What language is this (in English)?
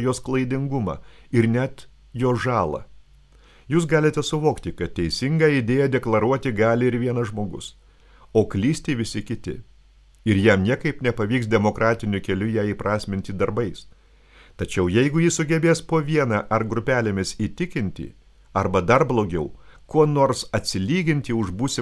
Lithuanian